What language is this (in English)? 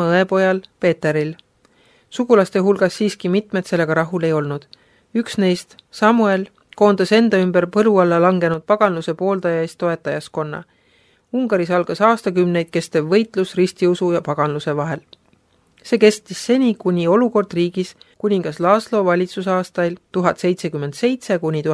Estonian